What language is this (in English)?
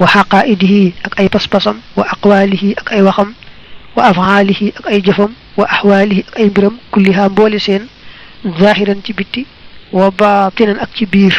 Wolof